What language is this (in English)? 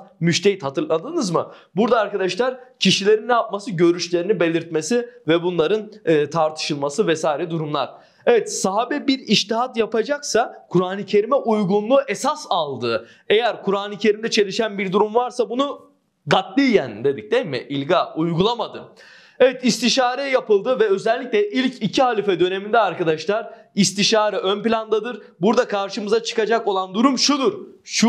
Turkish